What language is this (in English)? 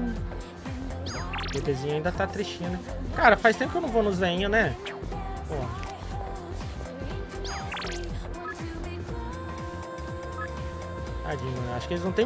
Portuguese